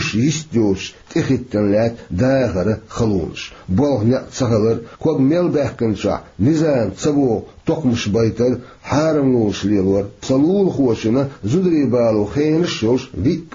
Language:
Chechen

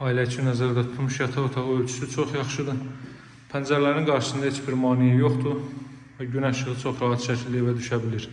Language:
Azerbaijani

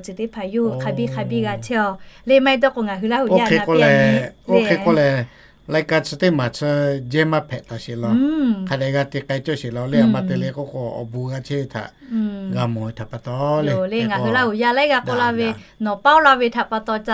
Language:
Lahu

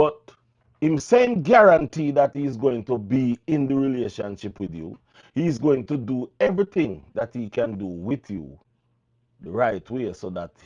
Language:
Jamaican Creole English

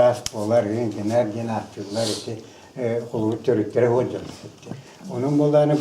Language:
Yakut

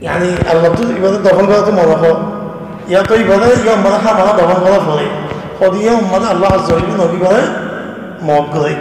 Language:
Rohingya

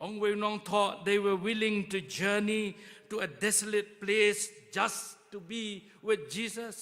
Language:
Khasi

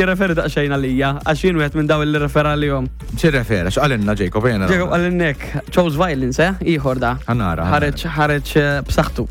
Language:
Maltese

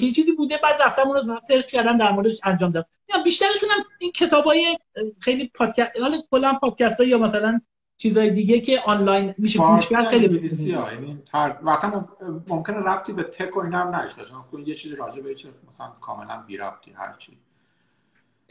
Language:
Persian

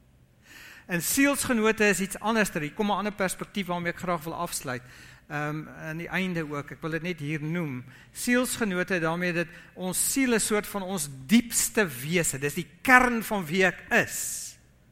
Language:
Afrikaans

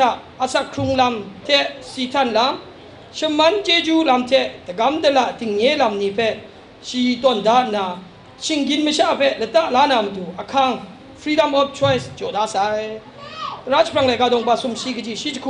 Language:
Kachin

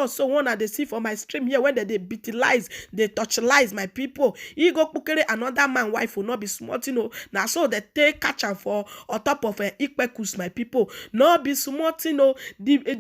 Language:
Nigerian Pidgin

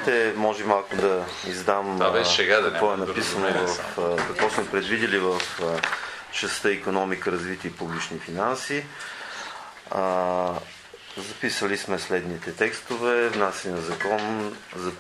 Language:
Bulgarian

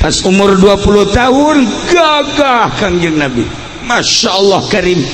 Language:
Sundanese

